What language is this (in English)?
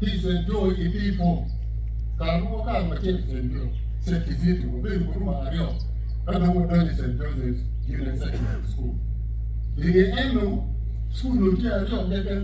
Acoli